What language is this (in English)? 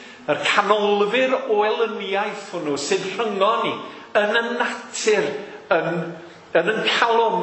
Welsh